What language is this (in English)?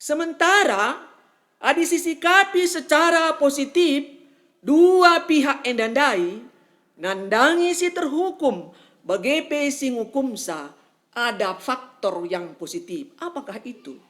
Batak Karo